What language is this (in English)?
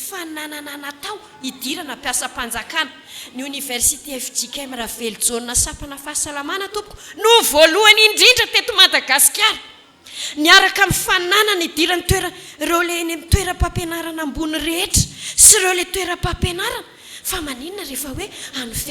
Malagasy